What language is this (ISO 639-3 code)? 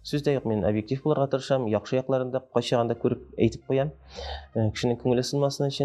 tat